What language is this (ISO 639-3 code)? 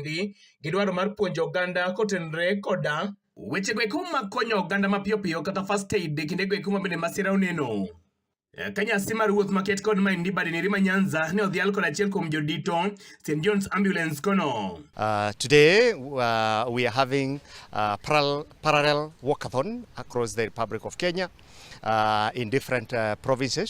luo